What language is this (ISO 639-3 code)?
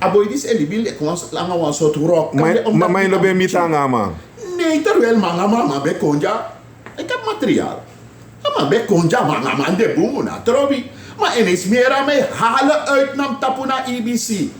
srn